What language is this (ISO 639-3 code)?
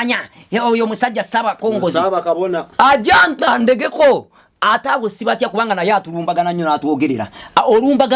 lug